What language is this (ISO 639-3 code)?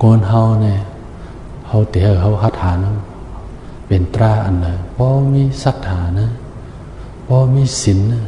shn